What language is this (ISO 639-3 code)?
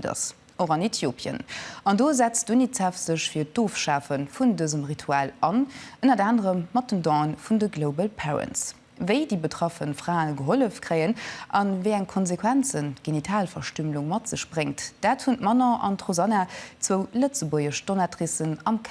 ltz